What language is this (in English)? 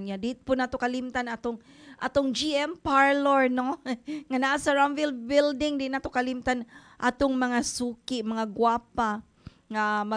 Cebuano